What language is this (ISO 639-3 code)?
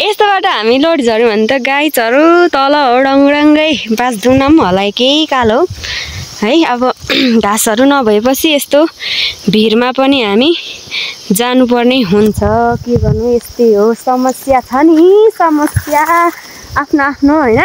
nep